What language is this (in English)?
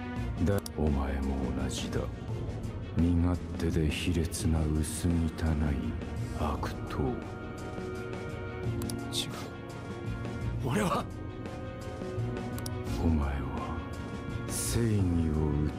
Japanese